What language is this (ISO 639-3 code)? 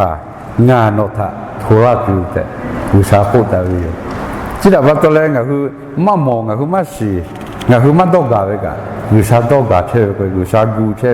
lhu